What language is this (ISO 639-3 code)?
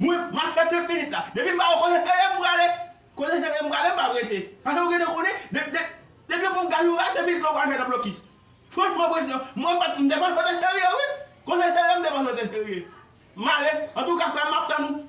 hat